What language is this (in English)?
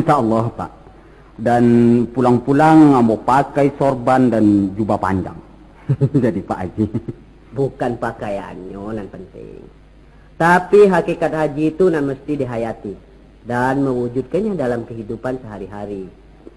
Minangkabau